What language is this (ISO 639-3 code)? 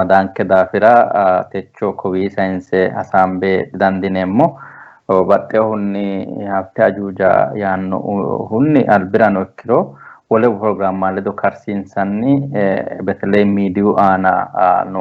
sid